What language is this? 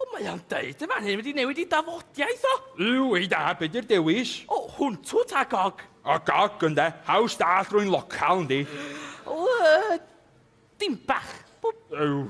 Welsh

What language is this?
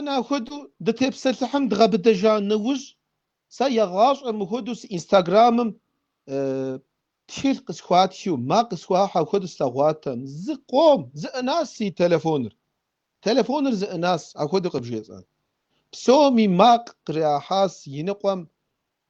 Kabardian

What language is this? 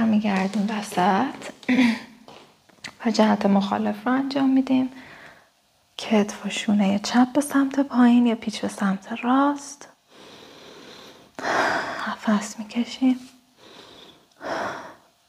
Persian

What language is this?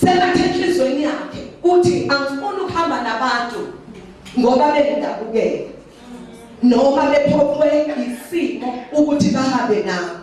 Zulu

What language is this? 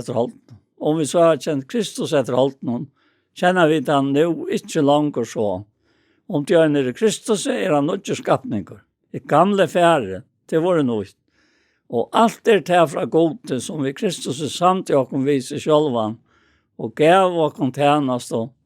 Faroese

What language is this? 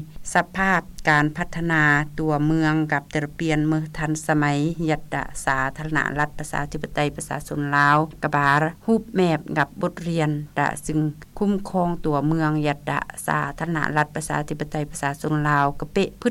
Lao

